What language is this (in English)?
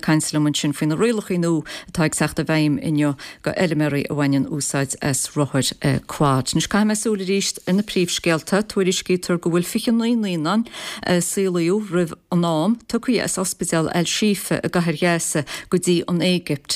Irish